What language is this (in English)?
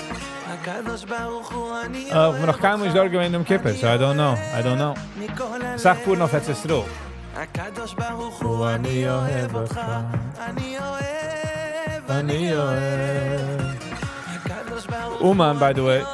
Yiddish